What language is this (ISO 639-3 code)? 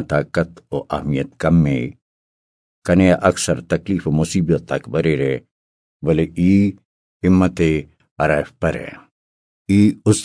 brh